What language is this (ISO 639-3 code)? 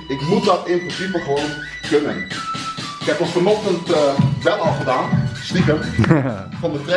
nld